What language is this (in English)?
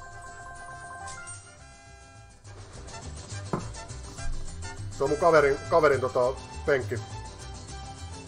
Finnish